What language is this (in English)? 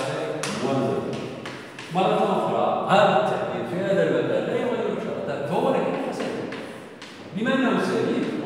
Moroccan Arabic